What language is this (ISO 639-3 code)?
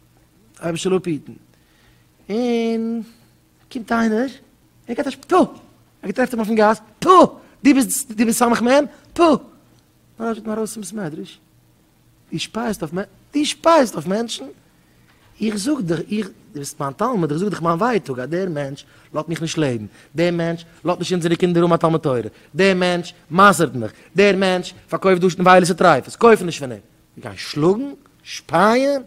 yid